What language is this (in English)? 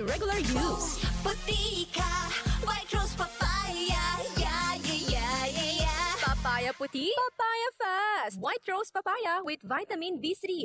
Bikol